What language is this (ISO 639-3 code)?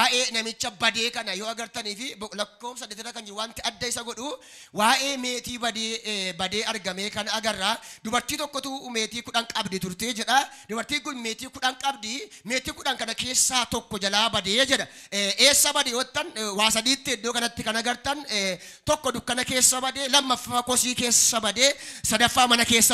orm